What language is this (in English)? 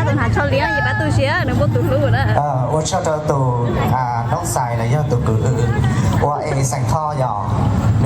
Hmong